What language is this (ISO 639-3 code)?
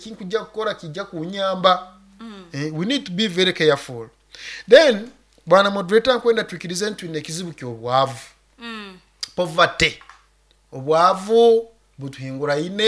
nyo